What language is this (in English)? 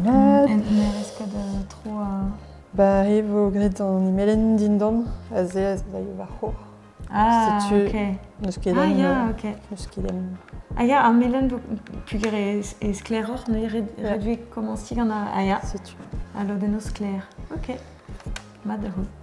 Breton